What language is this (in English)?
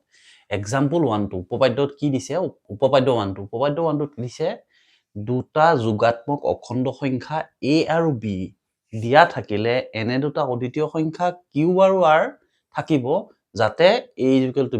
Assamese